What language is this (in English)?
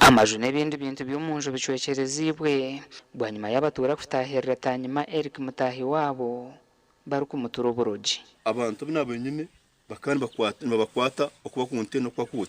Nyankole